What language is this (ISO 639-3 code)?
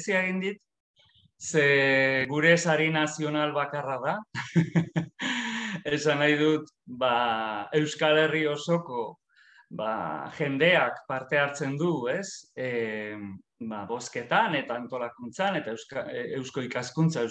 eus